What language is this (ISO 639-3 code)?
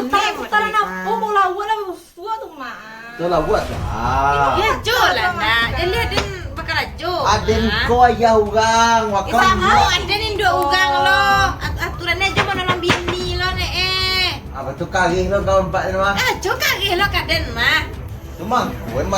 min